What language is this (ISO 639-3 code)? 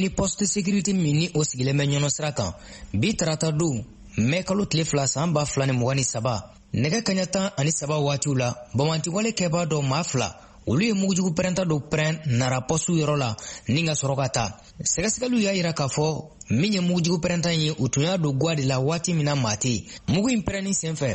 bam